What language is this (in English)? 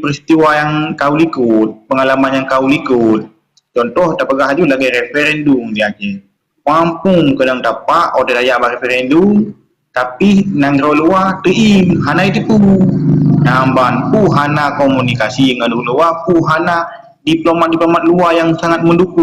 Achinese